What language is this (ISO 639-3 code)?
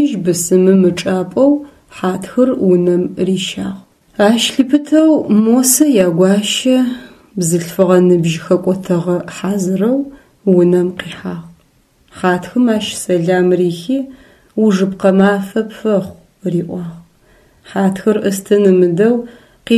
ady